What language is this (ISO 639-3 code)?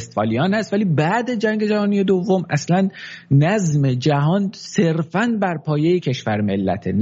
fas